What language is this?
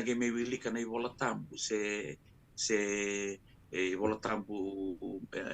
Fijian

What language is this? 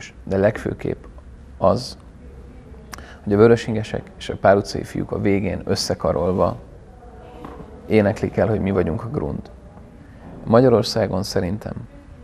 Hungarian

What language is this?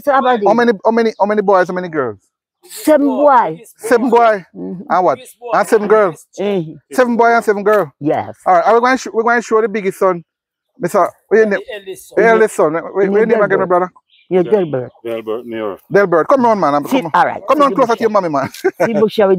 Jamaican Creole English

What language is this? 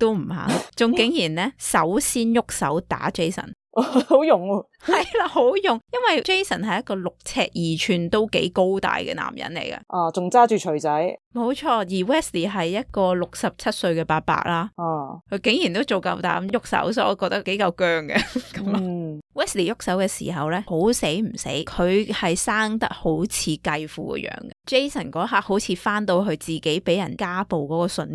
Cantonese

